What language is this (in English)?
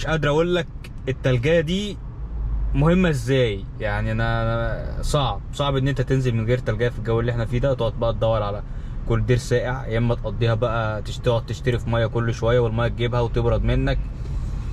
Egyptian Arabic